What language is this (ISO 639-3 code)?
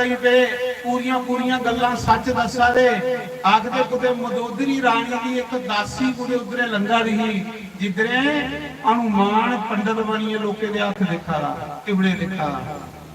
doi